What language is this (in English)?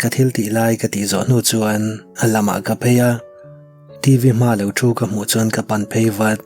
Mizo